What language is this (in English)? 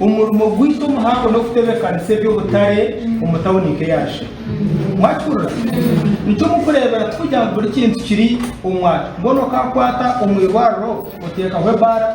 Nyankole